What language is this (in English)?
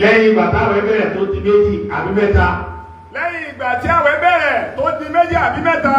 Yoruba